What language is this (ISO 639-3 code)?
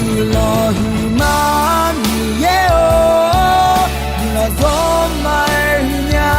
ahk